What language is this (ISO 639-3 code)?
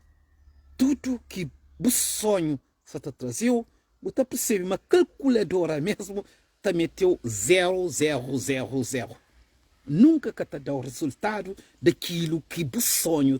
kea